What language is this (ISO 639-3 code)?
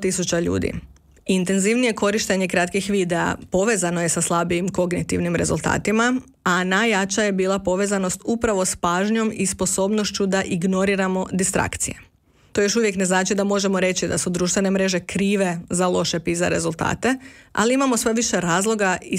hrv